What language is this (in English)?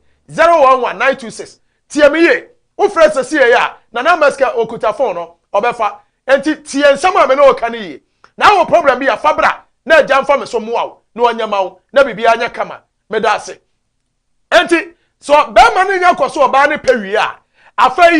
Akan